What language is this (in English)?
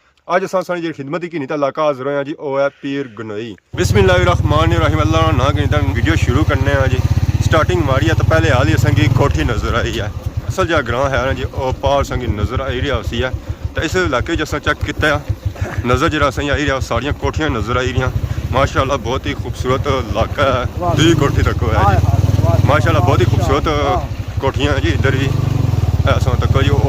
Pahari-Potwari